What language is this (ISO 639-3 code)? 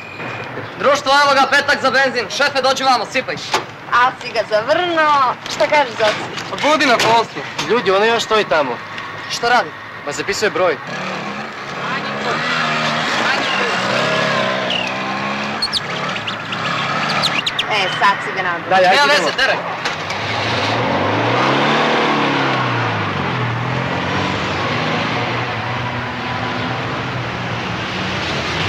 srp